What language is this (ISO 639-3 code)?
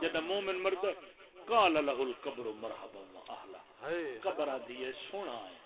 skr